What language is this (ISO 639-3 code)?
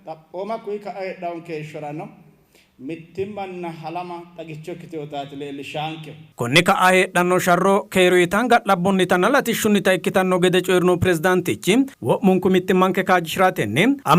sid